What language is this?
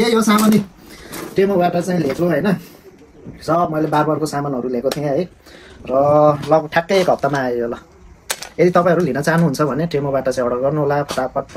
Nepali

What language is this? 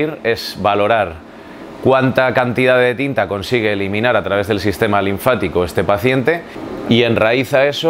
Spanish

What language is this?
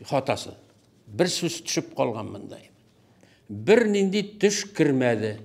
Tatar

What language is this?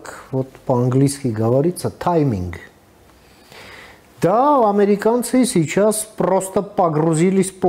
Russian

